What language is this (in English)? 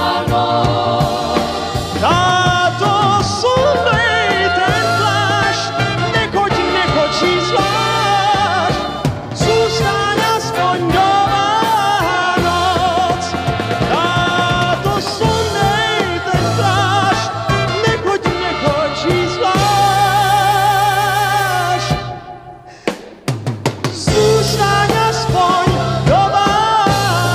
Czech